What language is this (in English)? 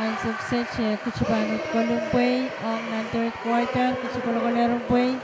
Pohnpeian